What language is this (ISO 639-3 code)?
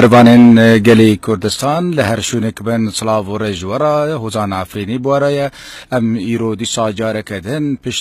kur